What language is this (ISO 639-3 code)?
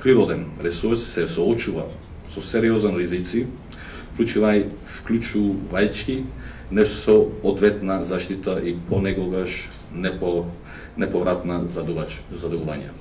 mkd